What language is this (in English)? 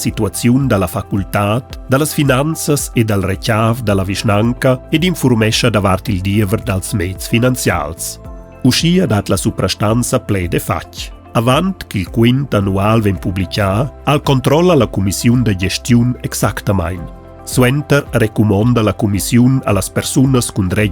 Romansh